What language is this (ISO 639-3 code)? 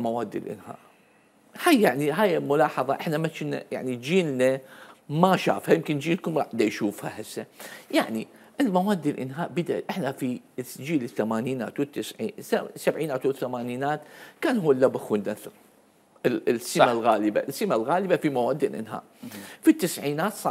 acm